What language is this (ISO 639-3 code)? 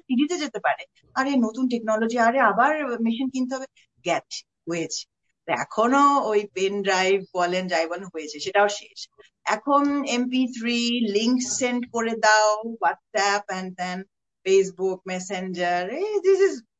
ben